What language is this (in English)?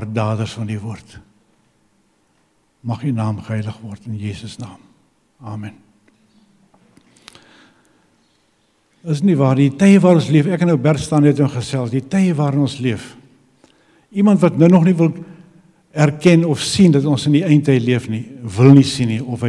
Afrikaans